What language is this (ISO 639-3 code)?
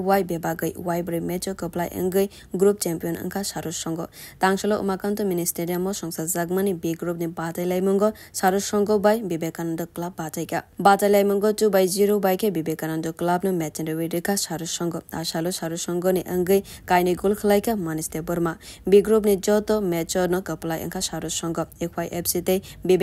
trp